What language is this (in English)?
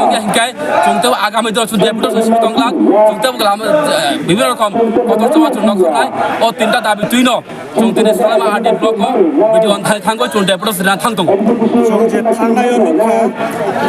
Kok Borok